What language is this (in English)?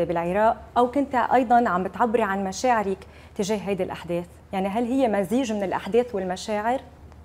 Mesopotamian Arabic